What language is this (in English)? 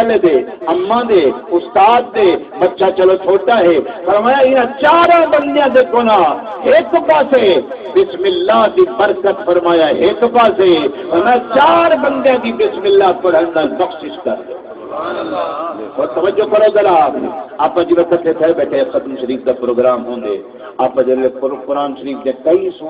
Saraiki